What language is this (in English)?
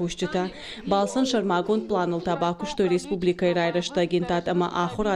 Ossetic